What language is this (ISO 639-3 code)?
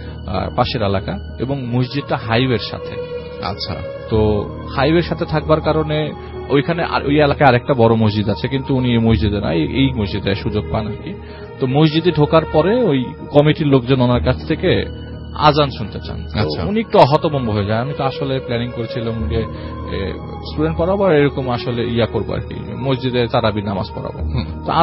ben